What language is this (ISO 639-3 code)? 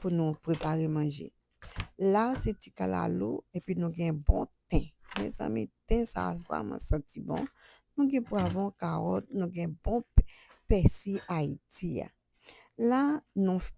hat